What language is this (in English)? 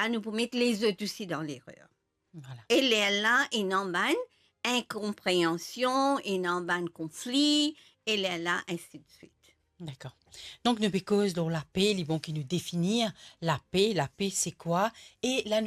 Morisyen